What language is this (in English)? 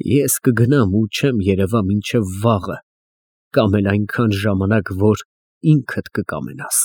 Armenian